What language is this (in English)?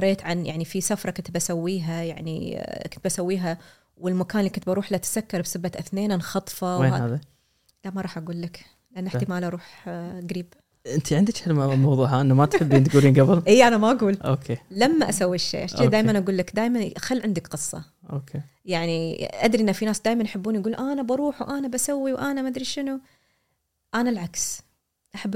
Gulf Arabic